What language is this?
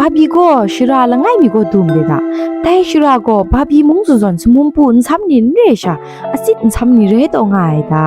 Kachin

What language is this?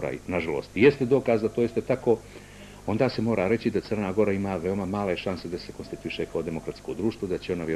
Bosnian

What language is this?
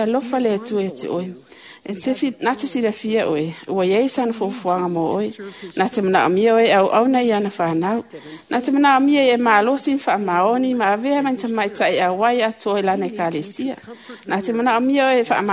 Samoan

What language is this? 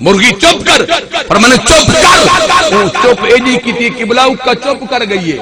Saraiki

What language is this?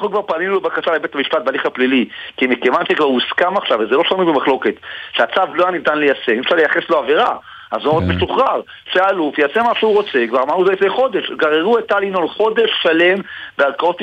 Hebrew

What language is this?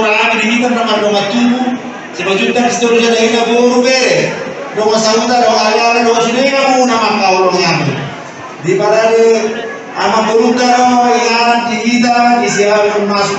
Batak Toba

